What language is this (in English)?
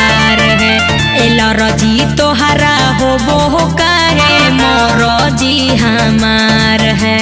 Magahi